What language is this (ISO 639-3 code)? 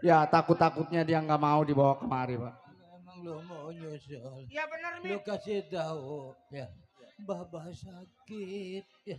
bew